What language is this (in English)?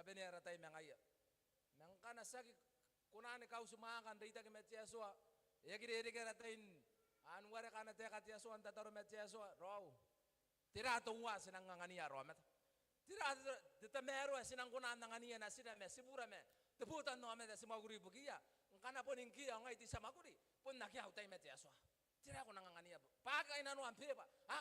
Gilbertese